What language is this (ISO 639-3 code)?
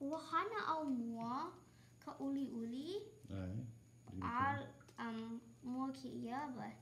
haw